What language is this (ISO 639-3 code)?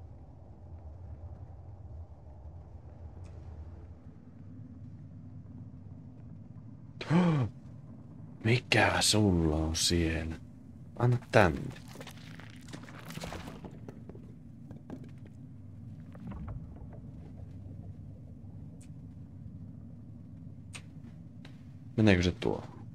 fin